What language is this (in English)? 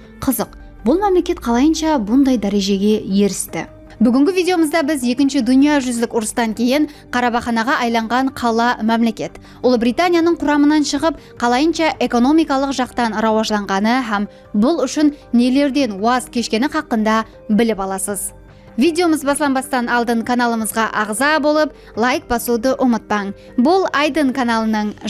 Kara-Kalpak